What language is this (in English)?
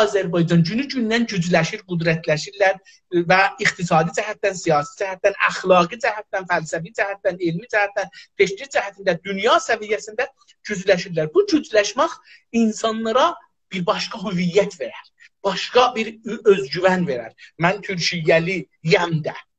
South Azerbaijani